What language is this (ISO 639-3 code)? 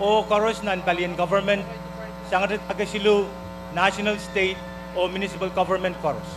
pon